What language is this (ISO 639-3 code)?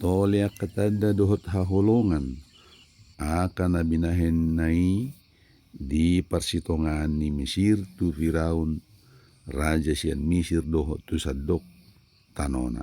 bbc